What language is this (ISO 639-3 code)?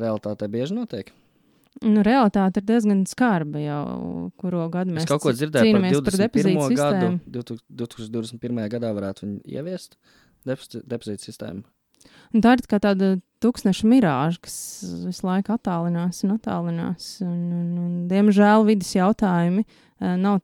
lav